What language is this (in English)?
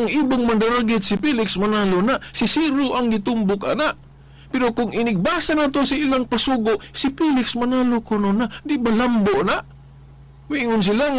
Cebuano